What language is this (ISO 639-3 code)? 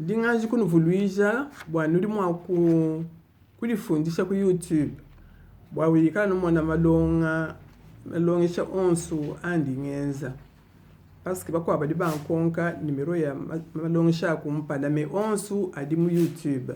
lua